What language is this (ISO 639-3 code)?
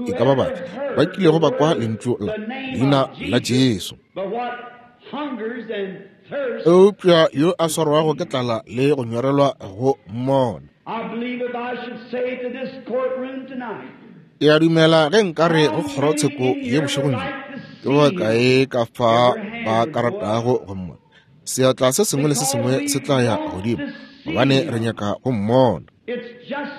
nso